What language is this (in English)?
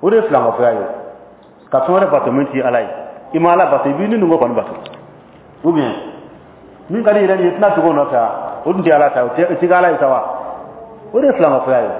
Dyula